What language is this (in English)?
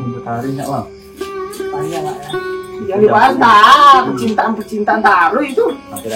Minangkabau